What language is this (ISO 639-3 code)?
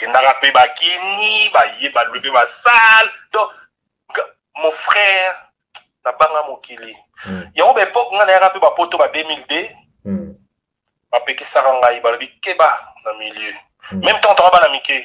lin